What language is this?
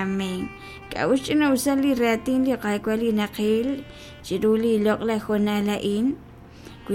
Kekchí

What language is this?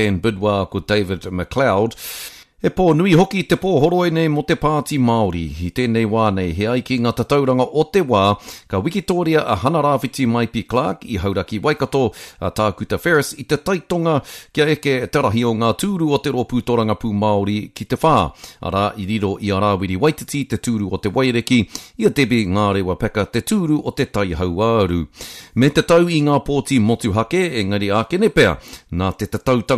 Māori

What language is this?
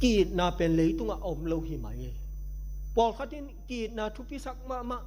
Tedim Chin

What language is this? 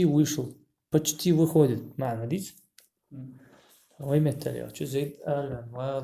Ingush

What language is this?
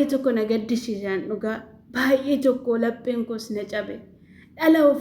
Oromo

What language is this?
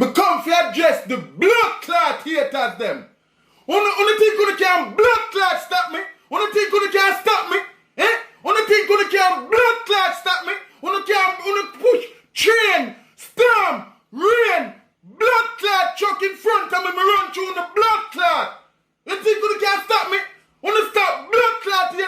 Jamaican Creole English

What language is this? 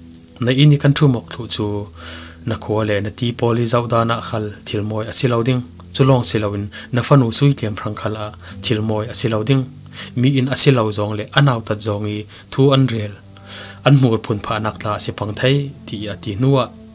Falam Chin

